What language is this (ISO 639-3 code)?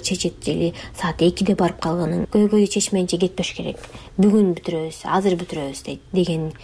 kir